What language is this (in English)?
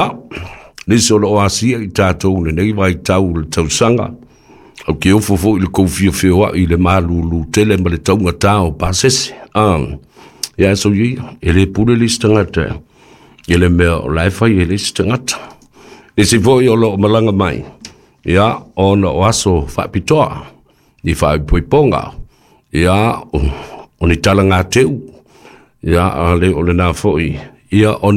Samoan